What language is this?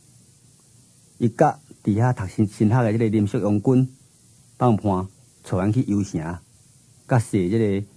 Min Nan Chinese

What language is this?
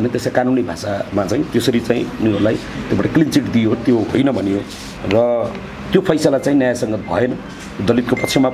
Nepali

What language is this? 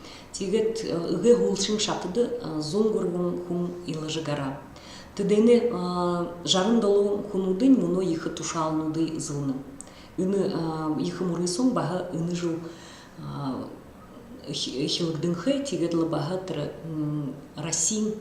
Buriat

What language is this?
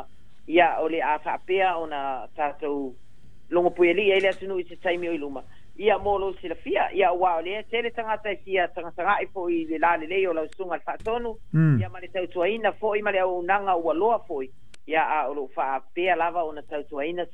Samoan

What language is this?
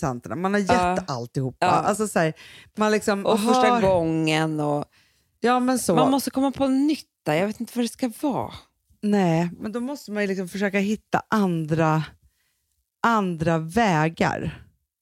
Swedish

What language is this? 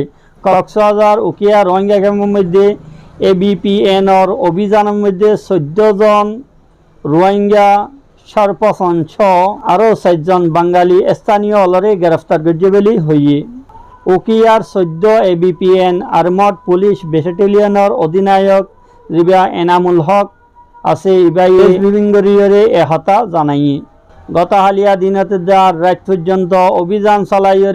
Rohingya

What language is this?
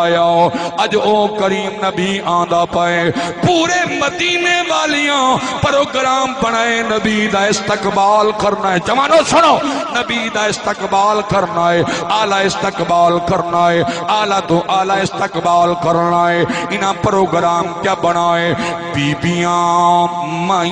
Saraiki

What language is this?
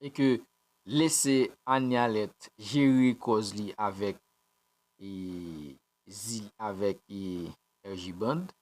Haitian Creole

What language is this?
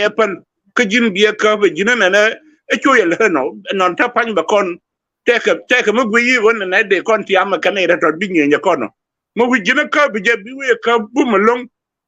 Nuer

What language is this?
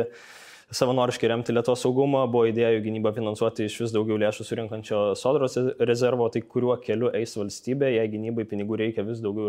Lithuanian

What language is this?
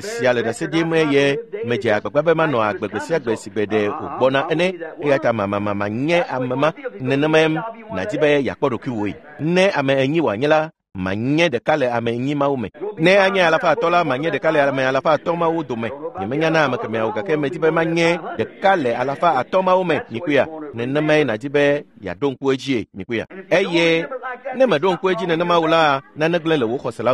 Ewe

